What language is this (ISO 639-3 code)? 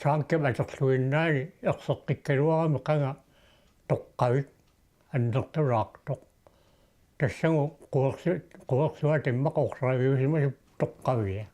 kal